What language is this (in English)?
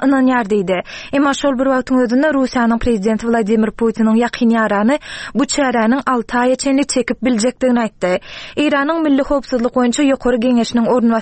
Turkmen